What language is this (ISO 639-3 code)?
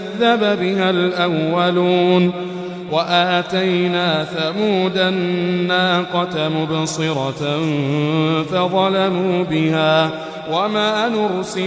ara